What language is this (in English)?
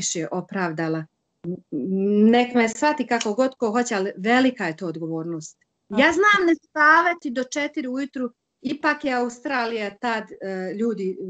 Bosnian